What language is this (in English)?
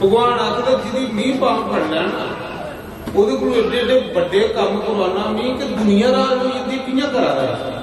Dogri